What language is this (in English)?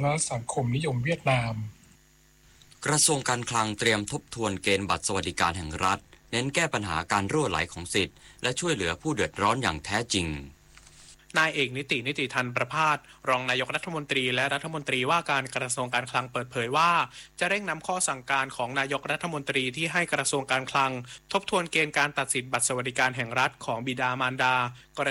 Thai